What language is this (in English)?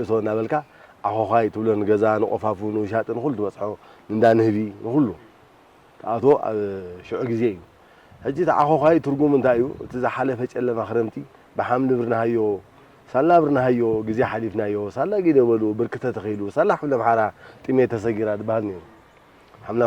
Tigrinya